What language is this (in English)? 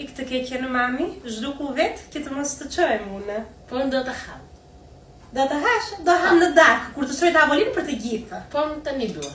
Albanian